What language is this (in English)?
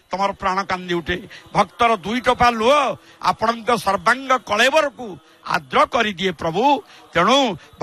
Odia